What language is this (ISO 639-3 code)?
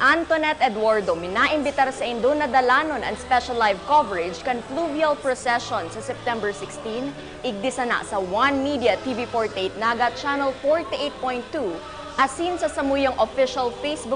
bik